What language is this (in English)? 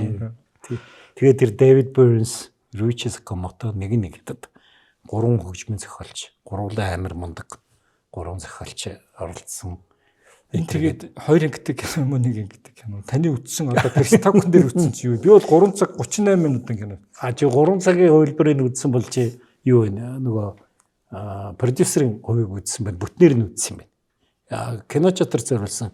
Mongolian